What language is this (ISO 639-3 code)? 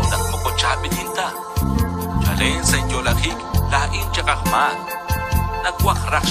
kek